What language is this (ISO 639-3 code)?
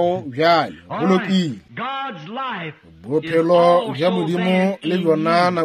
nso